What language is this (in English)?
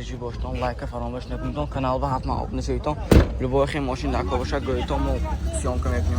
Tajik